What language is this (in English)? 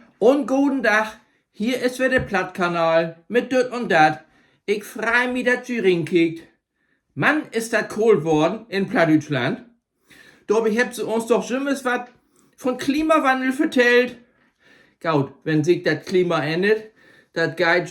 Low German